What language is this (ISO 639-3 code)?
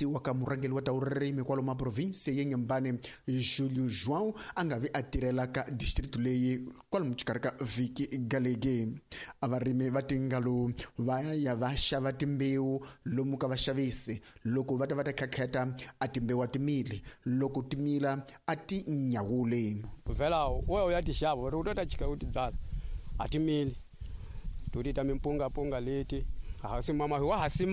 tso